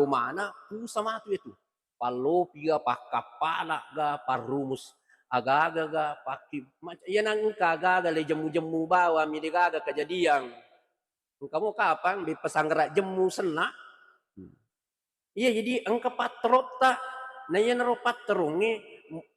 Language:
Buginese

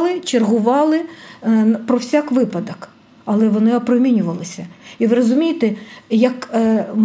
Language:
Ukrainian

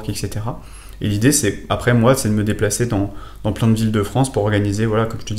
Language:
French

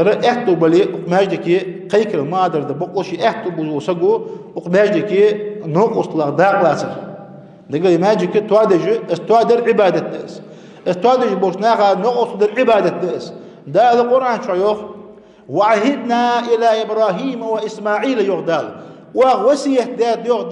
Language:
Ingush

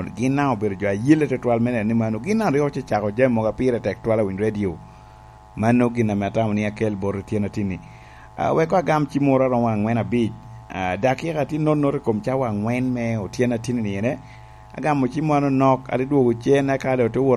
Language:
Lango (Uganda)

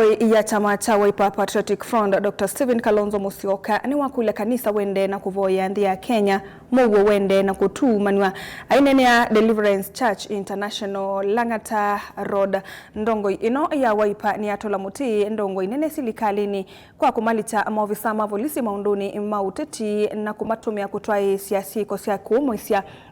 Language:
Kamba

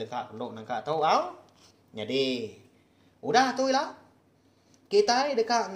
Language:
Iban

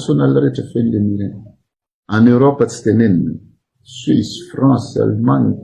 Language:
Malagasy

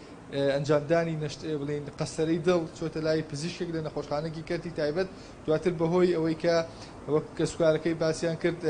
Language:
Central Kurdish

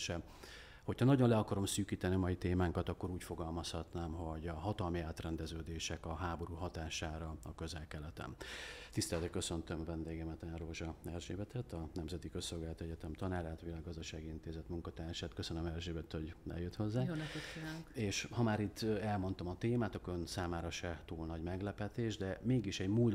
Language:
Hungarian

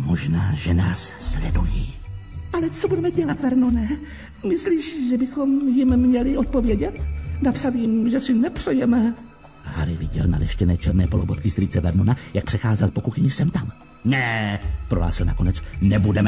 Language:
Czech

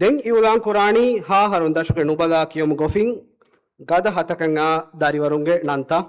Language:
Divehi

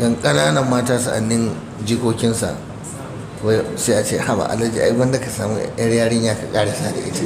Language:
Hausa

